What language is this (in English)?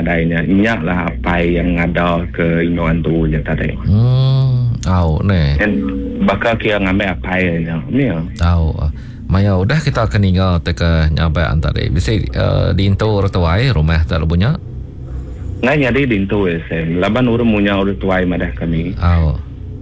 Iban